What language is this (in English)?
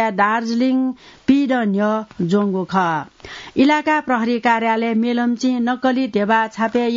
Newari